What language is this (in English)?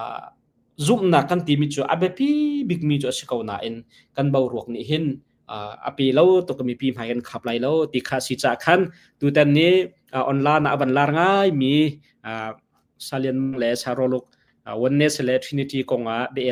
Hakha Chin